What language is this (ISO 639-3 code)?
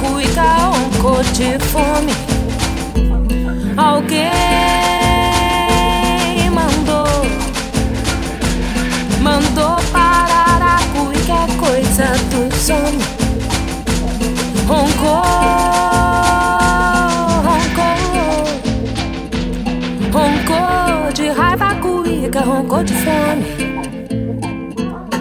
por